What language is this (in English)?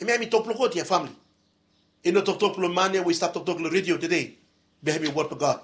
Bislama